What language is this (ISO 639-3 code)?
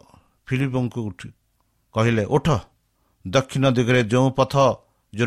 ori